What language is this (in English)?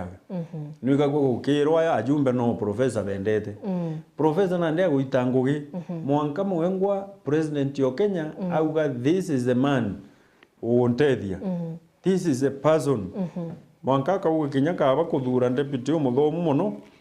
Meru